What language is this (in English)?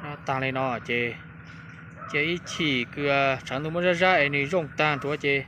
Hmong